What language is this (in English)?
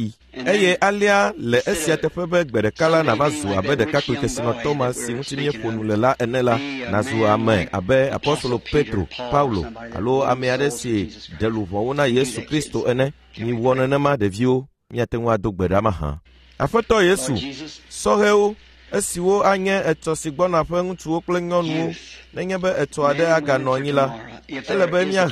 Ewe